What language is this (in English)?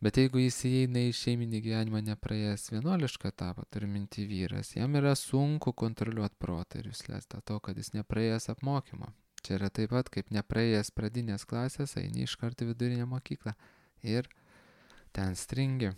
Lithuanian